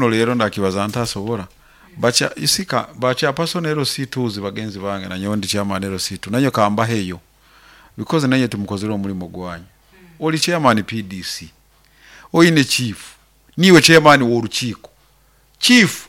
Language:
Nyoro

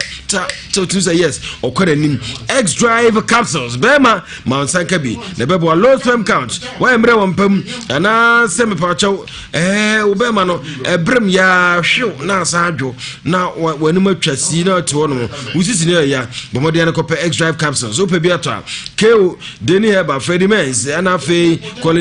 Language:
Akan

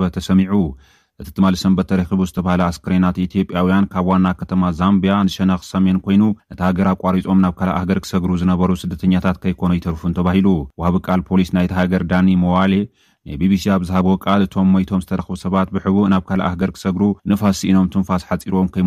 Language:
Tigrinya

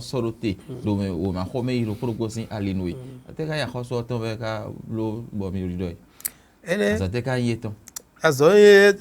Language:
Fon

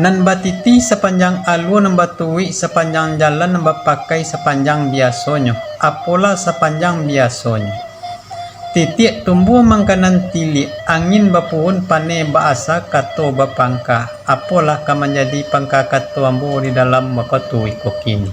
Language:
Minangkabau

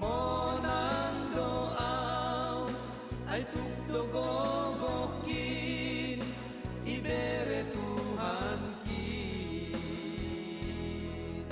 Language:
Batak Simalungun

